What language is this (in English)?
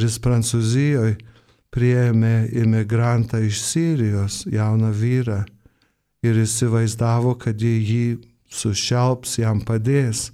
Lithuanian